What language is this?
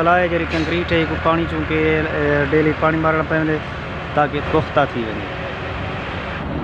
Saraiki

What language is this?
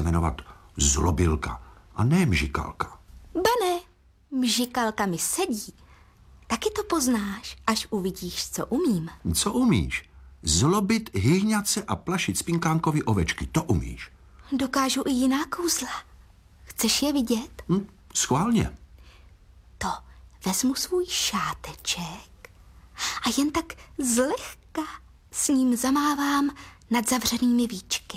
Czech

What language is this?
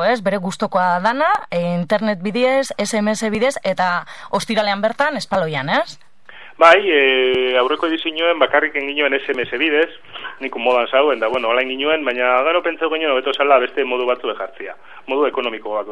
Basque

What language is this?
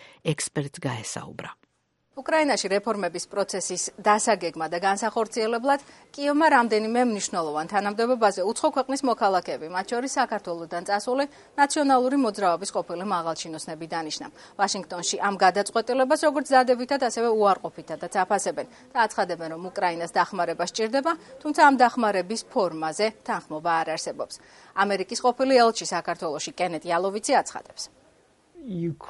Georgian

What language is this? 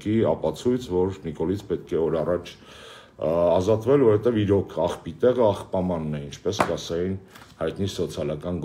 Armenian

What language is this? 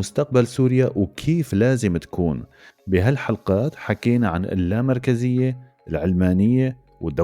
North Levantine Arabic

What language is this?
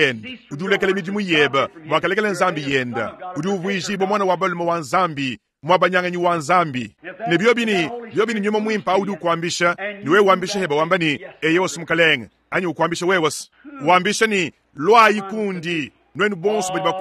Luba-Lulua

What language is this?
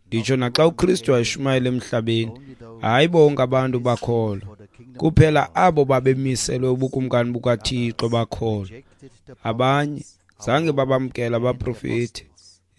Xhosa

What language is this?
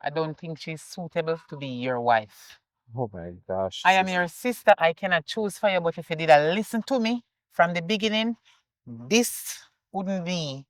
Jamaican Creole English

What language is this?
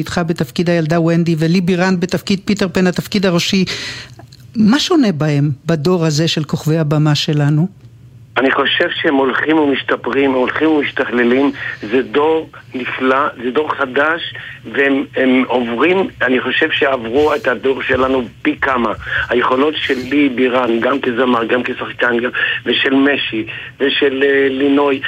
Hebrew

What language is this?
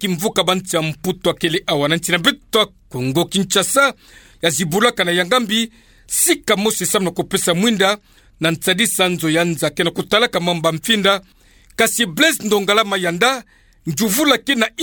Kituba (Democratic Republic of Congo)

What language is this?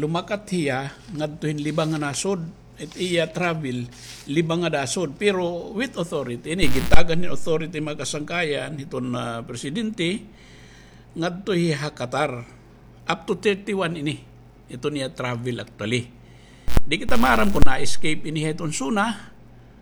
Waray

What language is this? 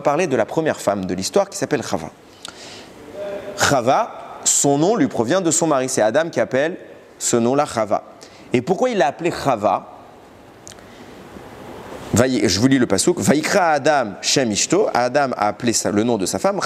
French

